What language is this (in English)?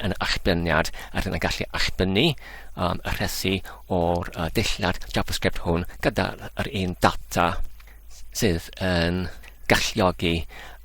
Welsh